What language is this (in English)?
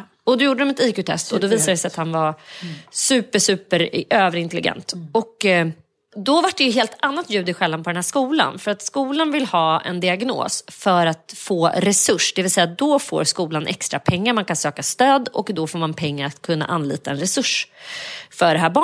Swedish